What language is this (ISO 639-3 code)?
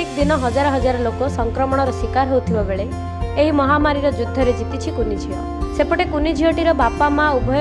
ori